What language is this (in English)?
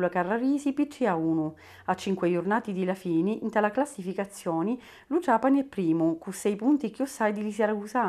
Sicilian